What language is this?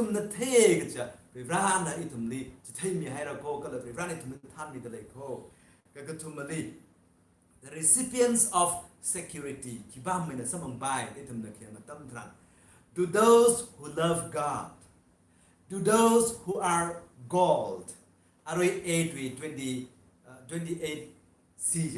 Tangkhul Naga (India)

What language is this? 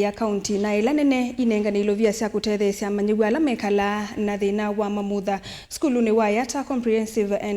Kamba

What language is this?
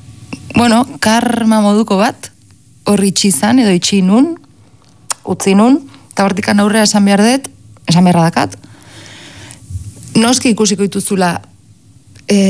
Basque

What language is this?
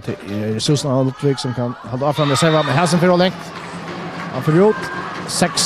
Faroese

